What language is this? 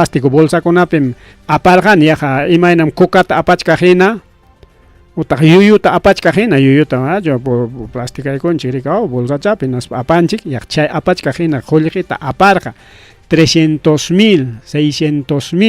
Ayacucho Quechua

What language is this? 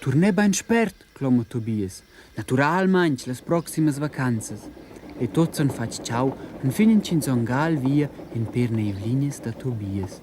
Romansh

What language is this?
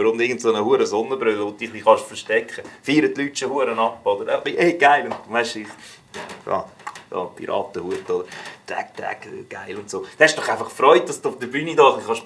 Swiss German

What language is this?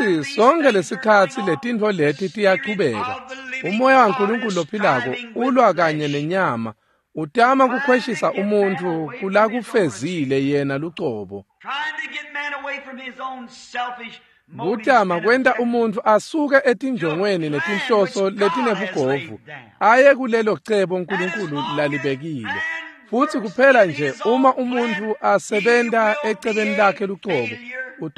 Swati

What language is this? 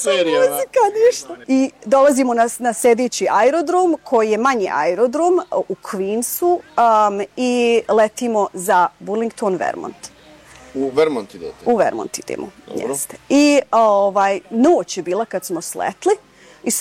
Bosnian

